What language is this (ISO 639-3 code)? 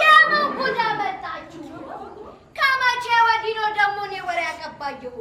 amh